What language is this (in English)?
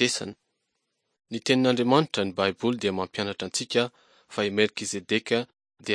Malagasy